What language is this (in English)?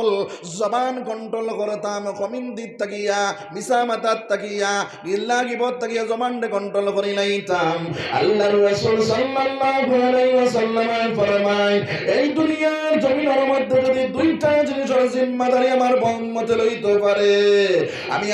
Sylheti